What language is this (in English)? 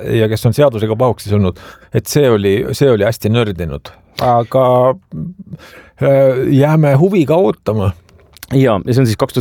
Estonian